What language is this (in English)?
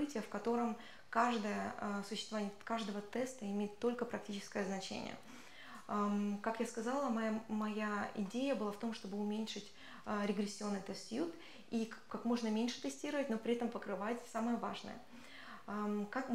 Russian